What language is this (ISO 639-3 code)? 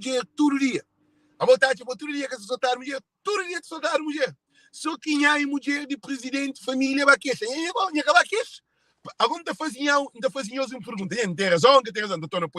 kea